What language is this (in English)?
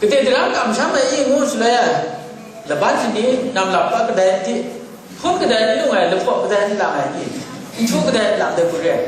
Kachin